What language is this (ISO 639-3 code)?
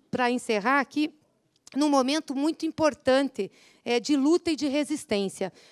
por